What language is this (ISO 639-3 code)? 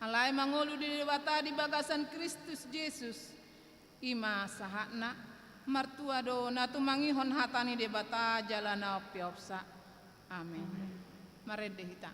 bbc